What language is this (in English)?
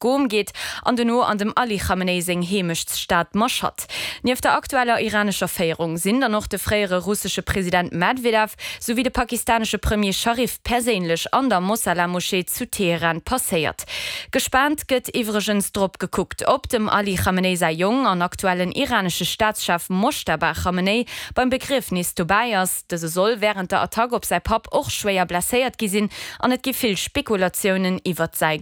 Luxembourgish